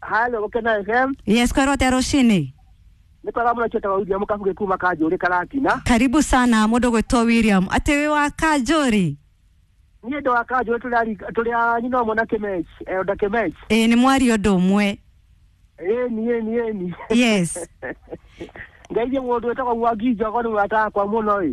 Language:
Kikuyu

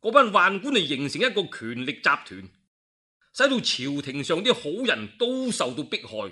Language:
Cantonese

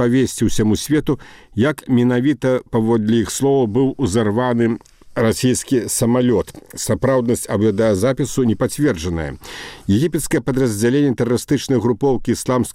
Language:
Belarusian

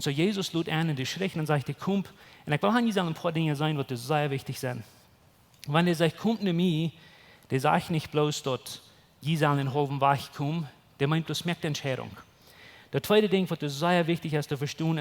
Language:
Plautdietsch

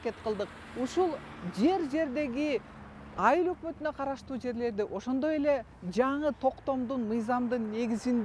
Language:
Kyrgyz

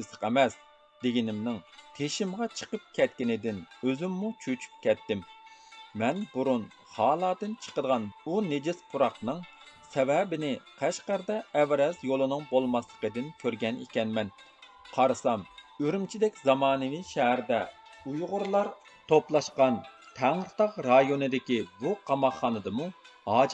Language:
Uyghur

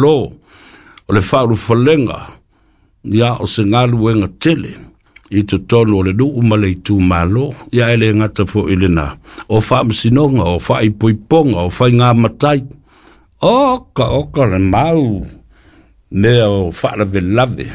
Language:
Samoan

